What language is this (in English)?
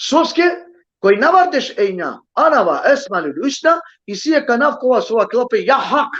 Balkan Romani